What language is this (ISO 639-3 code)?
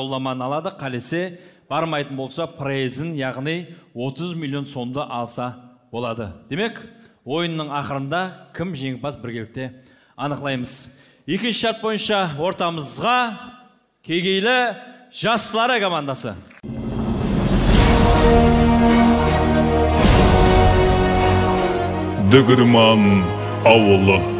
kaa